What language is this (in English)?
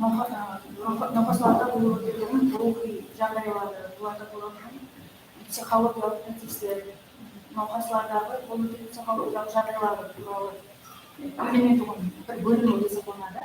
Kara-Kalpak